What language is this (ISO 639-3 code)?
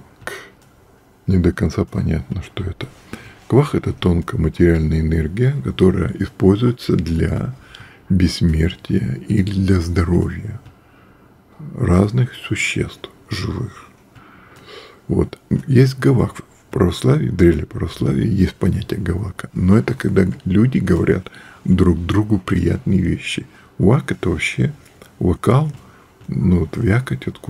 rus